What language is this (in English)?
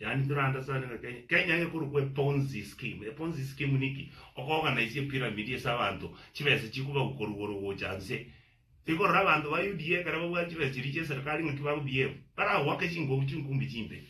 Gusii